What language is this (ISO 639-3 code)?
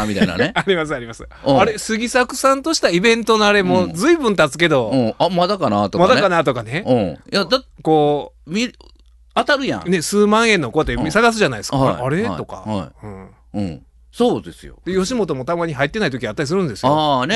jpn